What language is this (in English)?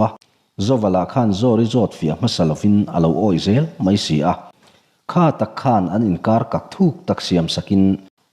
Mizo